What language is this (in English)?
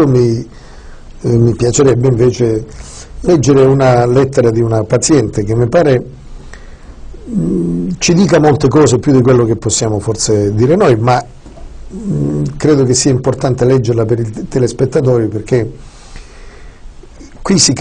Italian